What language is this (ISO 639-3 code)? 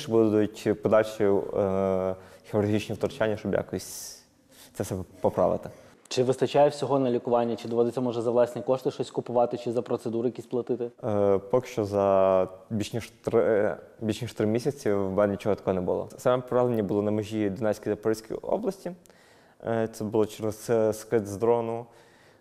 ukr